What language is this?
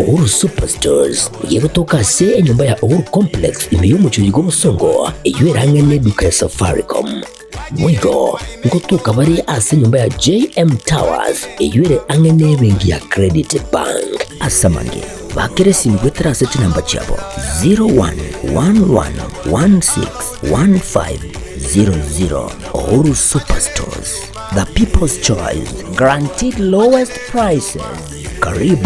Gusii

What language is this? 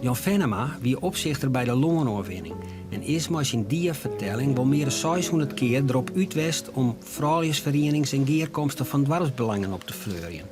Western Frisian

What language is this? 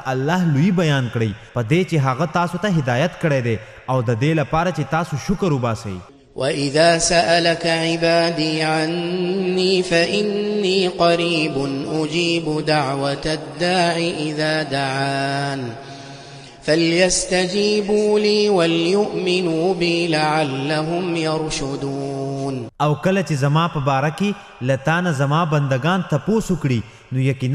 Pashto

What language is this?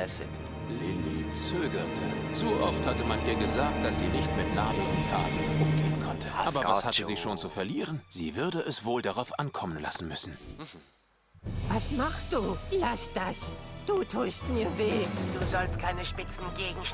Swiss German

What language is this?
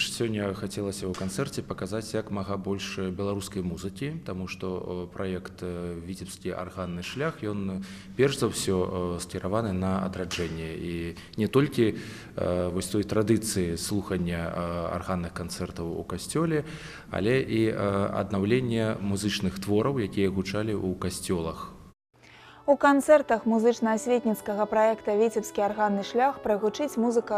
Belarusian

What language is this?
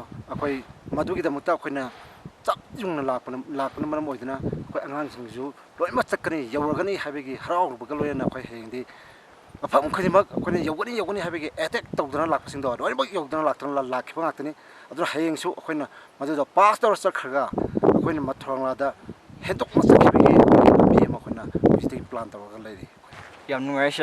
Manipuri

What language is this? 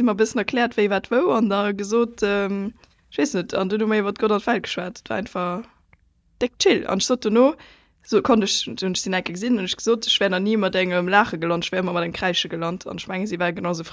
Luxembourgish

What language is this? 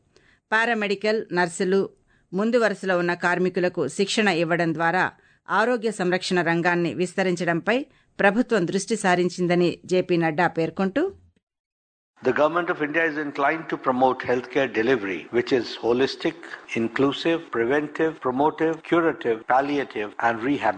Telugu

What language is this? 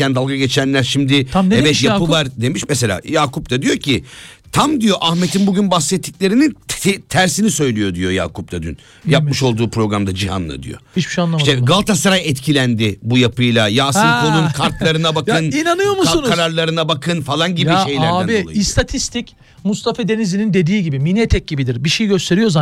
Turkish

